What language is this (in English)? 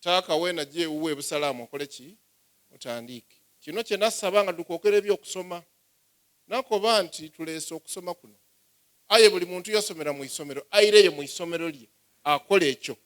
Soga